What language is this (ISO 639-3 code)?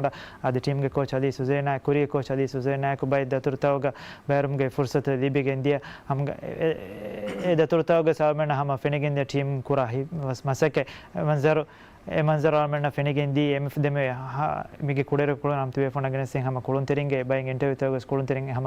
div